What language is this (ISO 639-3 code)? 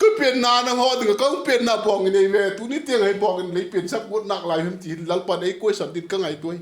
vap